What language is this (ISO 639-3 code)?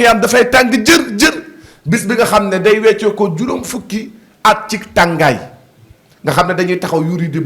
wol